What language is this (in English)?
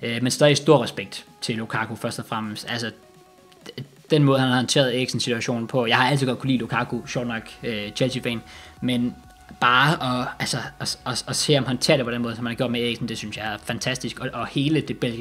Danish